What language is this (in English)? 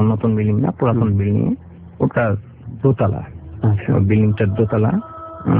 Bangla